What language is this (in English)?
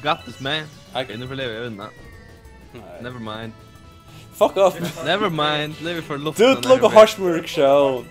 Faroese